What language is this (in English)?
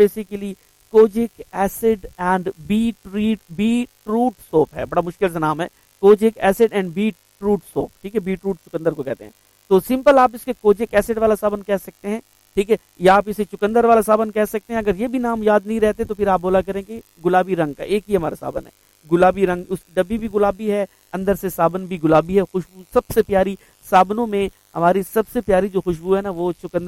Urdu